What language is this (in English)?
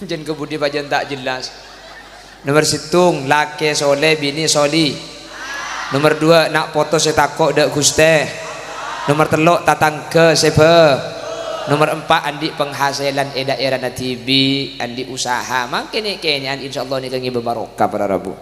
Madurese